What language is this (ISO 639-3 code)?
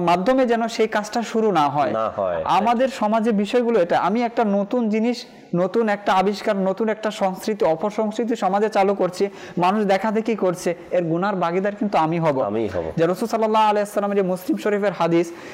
ben